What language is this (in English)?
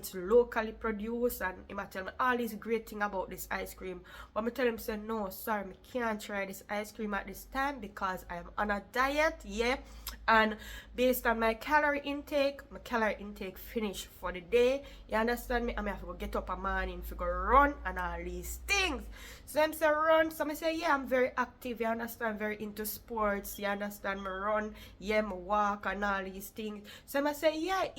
Jamaican Creole English